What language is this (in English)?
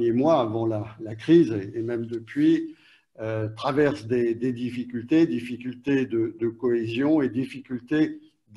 French